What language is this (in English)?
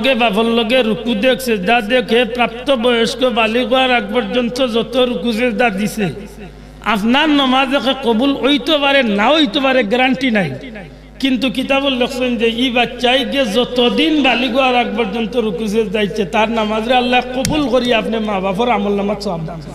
Sylheti